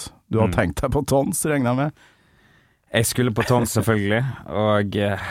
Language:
Norwegian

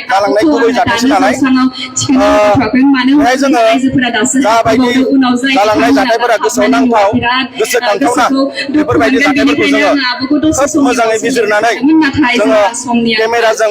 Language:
Bodo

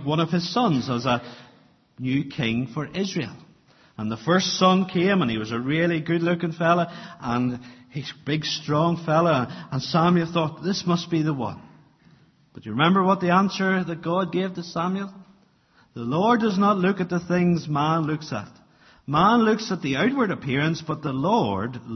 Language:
English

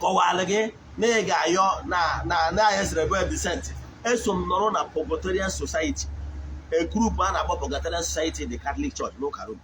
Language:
Igbo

